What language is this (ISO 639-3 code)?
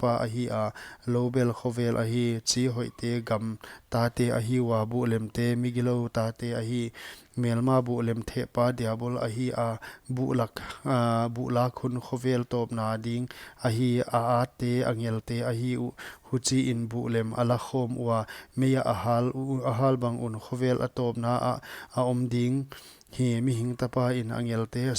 pck